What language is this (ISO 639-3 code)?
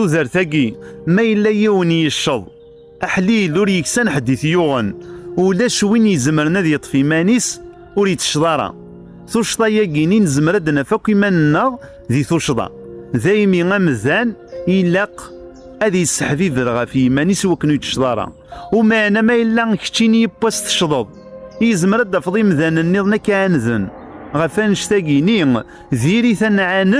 kab